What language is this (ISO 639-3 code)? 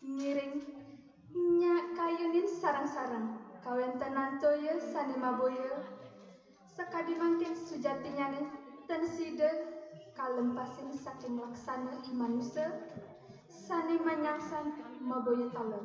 ban